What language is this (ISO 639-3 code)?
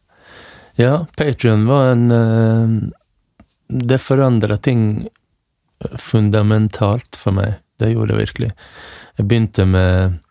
nor